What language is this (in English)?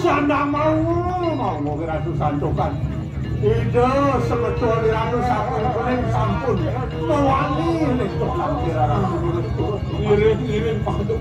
Balinese